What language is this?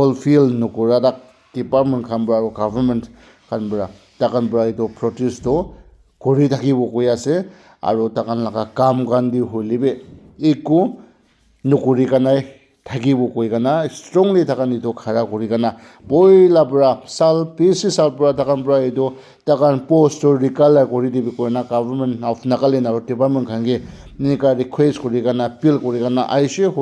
Naga Pidgin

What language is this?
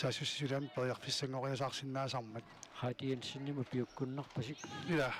Kalaallisut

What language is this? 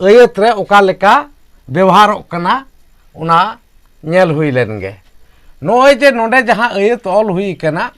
Santali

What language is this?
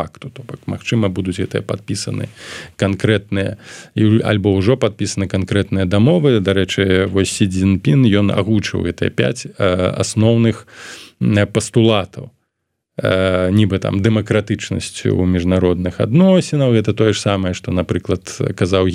Belarusian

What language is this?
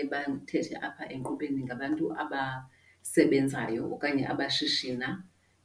Xhosa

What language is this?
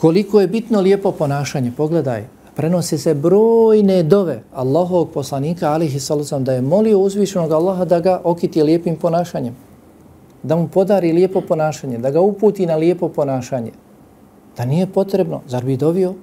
Bosnian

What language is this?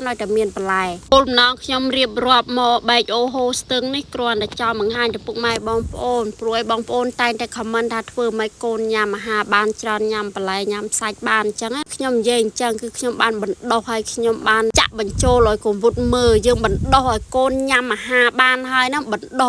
Khmer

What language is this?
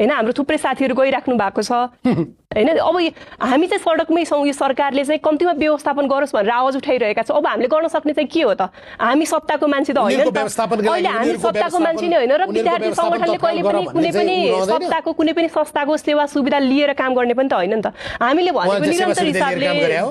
Nepali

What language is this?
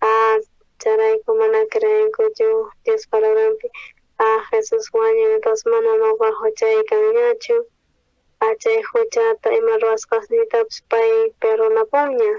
South Bolivian Quechua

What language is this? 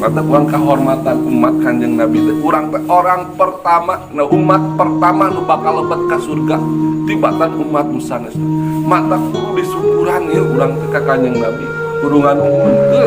Sundanese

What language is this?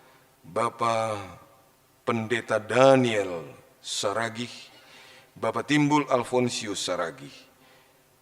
Batak Simalungun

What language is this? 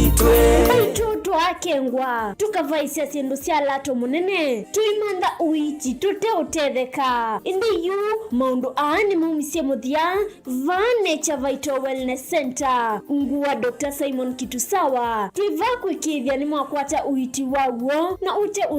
Kamba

